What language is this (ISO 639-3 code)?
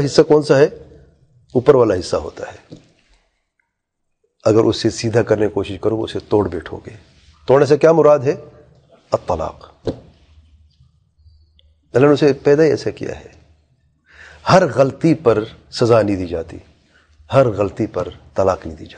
urd